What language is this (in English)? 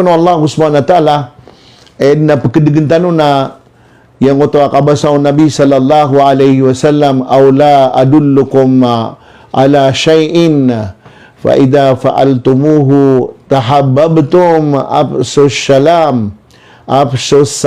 Maranao